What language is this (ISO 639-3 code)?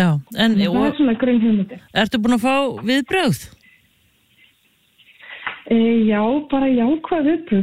isl